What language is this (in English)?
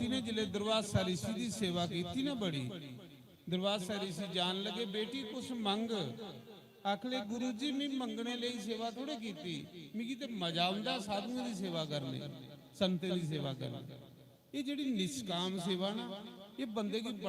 Dogri